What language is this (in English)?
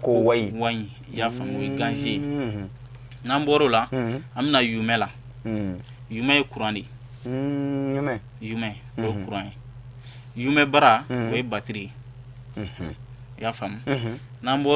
Bambara